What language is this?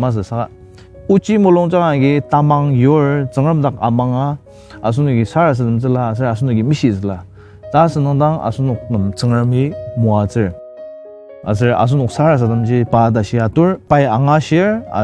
Ao Naga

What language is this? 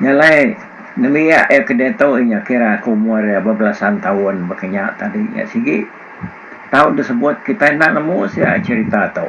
Iban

